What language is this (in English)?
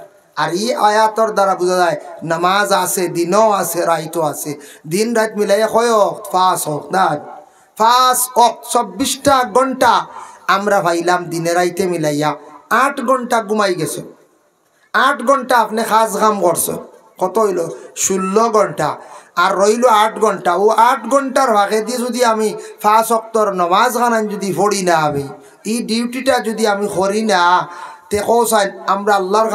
Sylheti